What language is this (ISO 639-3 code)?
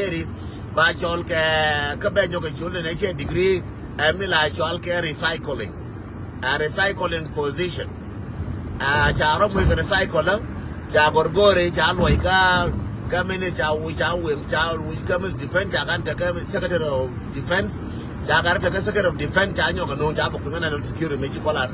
nus